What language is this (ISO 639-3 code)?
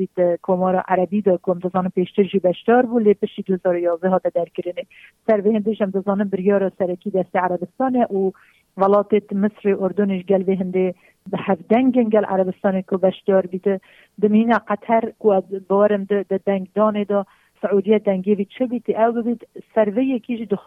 kur